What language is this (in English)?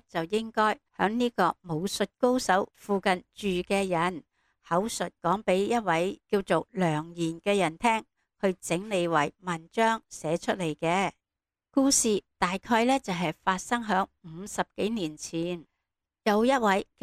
Cantonese